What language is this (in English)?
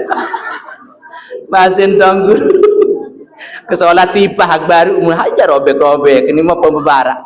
Sasak